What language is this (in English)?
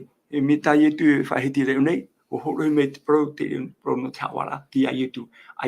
Tahitian